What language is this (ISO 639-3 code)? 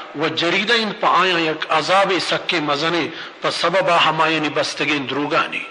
bal